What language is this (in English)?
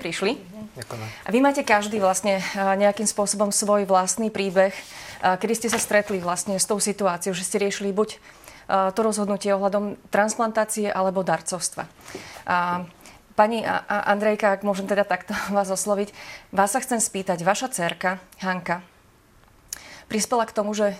Slovak